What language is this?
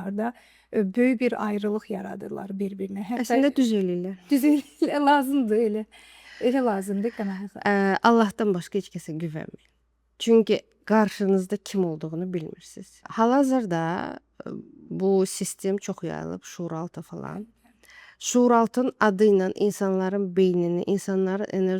Azerbaijani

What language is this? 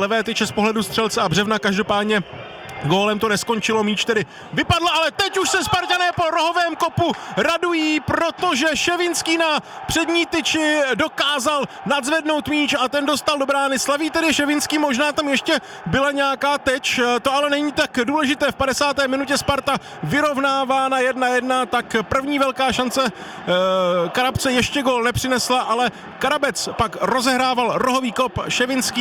Czech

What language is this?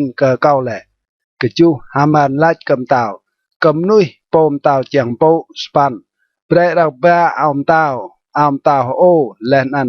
Rade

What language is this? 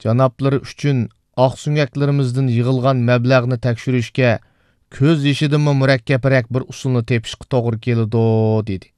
Uyghur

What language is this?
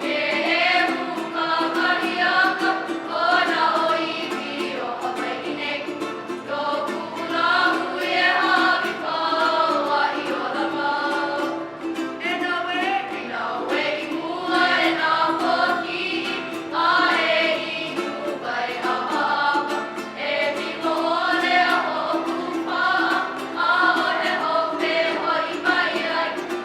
Hawaiian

